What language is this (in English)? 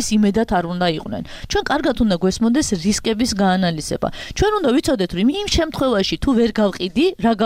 Georgian